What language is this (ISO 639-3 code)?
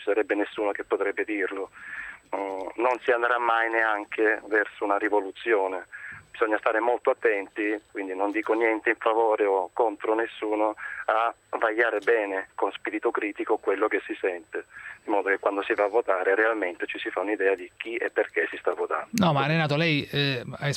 ita